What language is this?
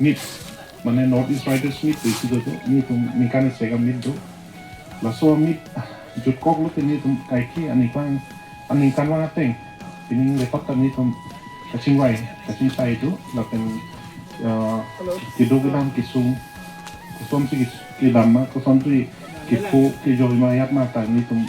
Karbi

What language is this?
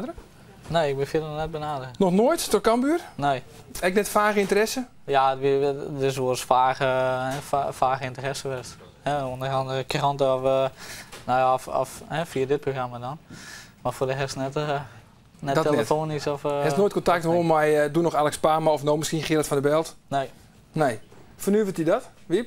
Western Frisian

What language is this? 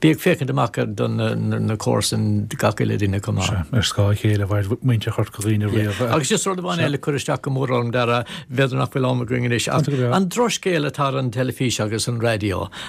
Irish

